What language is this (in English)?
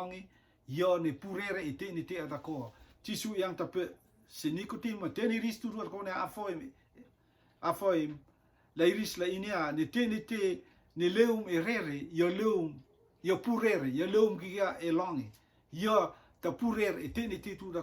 Rotuman